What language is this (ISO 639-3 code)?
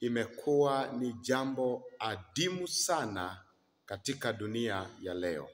swa